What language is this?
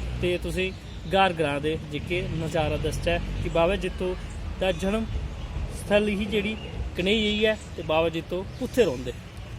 Dogri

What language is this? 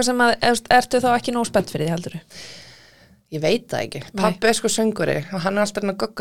Icelandic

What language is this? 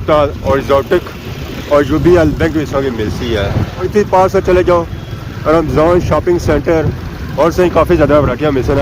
Pahari-Potwari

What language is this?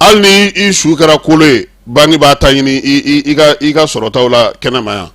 Bambara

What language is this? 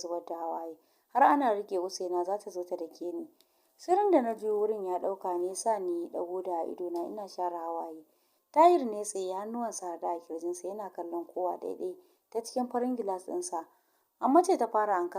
Hausa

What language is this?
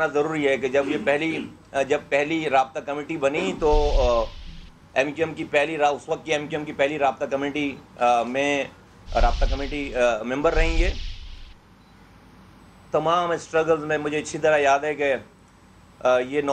Urdu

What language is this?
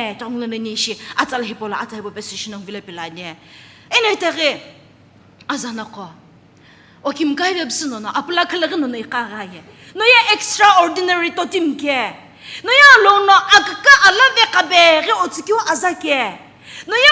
Sumi Naga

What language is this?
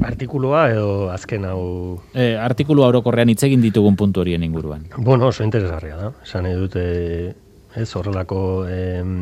Basque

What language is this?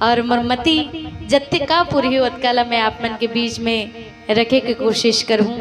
Chhattisgarhi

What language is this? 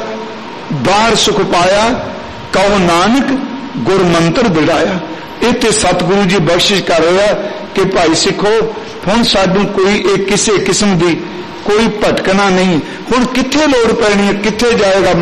Punjabi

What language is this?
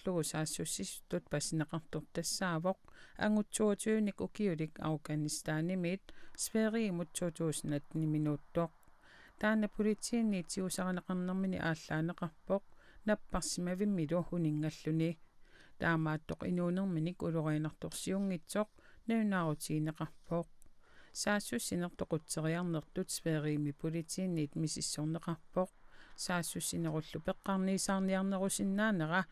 Kalaallisut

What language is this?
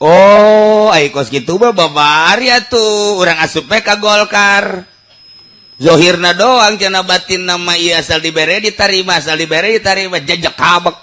Sundanese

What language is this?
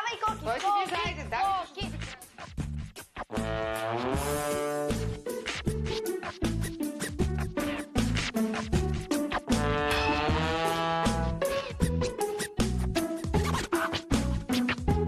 Bulgarian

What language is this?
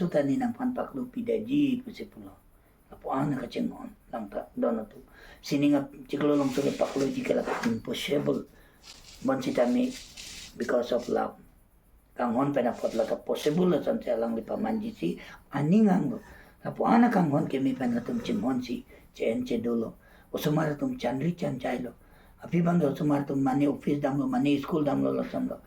Karbi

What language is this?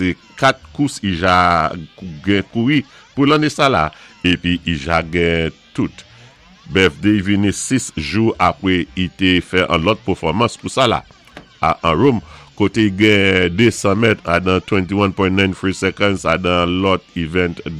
Saint Lucian Creole French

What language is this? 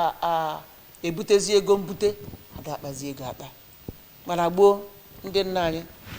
Igbo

